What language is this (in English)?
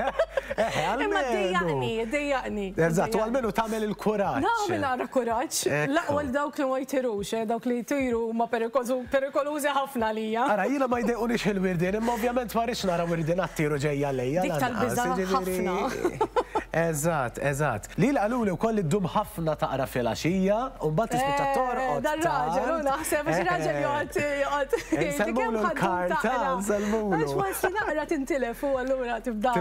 Maltese